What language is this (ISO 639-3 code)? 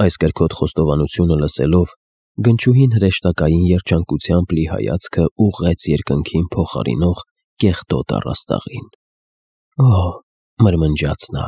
hye